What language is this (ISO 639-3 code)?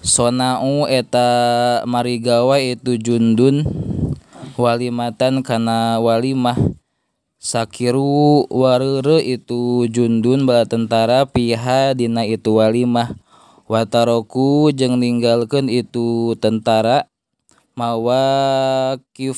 sun